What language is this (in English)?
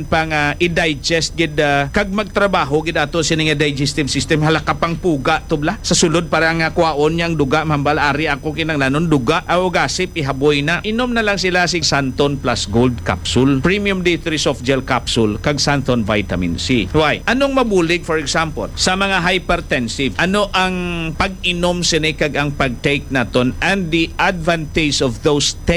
Hiligaynon